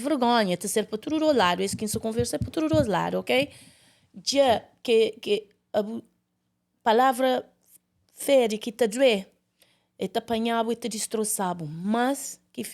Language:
Kabuverdianu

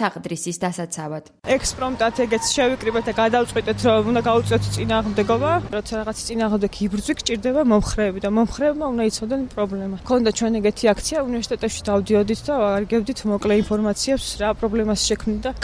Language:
Georgian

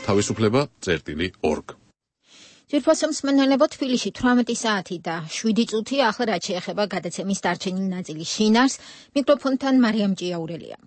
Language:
Georgian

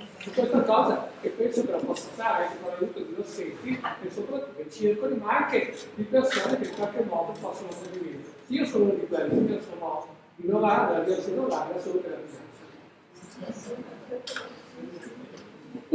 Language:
Italian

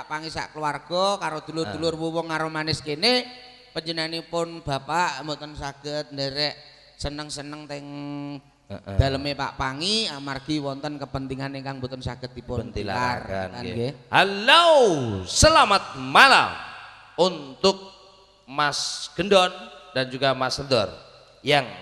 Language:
Javanese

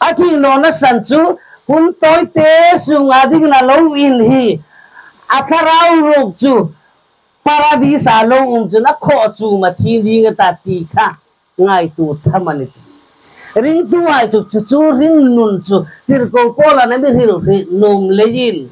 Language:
Hmar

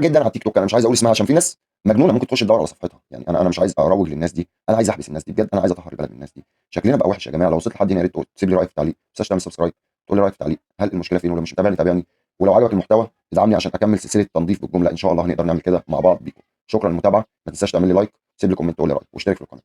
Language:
Egyptian Arabic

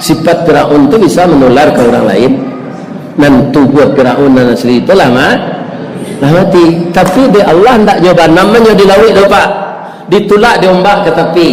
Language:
Minangkabau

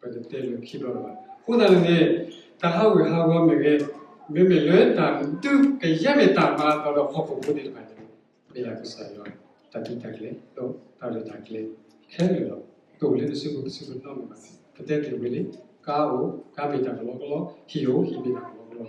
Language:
S'gaw Karen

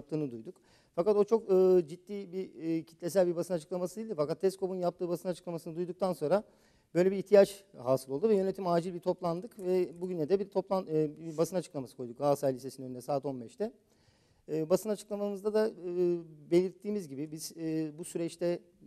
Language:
Turkish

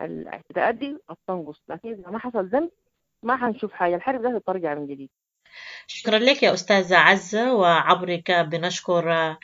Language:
Sudanese Arabic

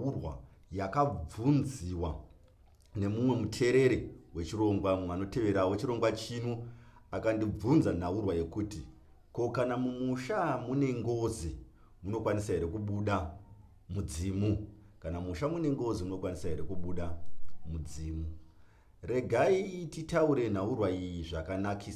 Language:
Shona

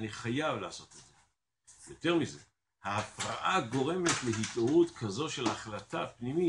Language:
Hebrew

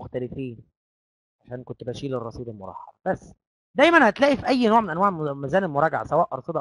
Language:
Egyptian Arabic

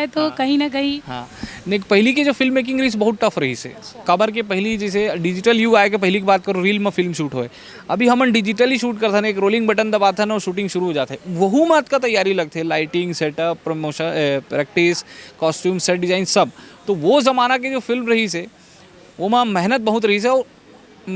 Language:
Chhattisgarhi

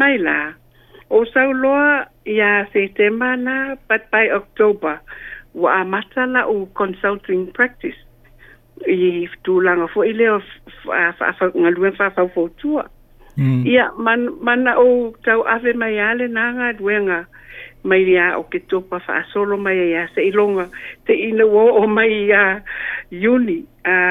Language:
Samoan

